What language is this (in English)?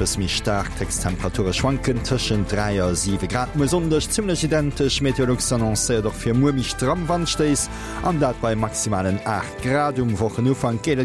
Luxembourgish